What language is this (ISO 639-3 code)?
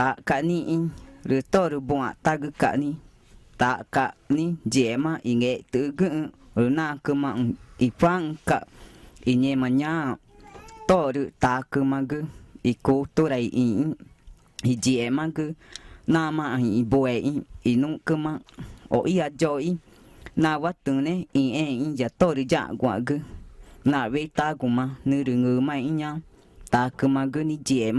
tca